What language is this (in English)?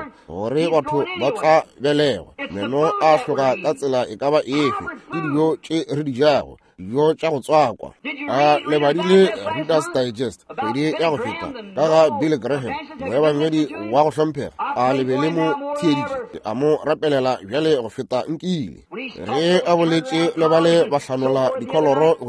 Northern Sotho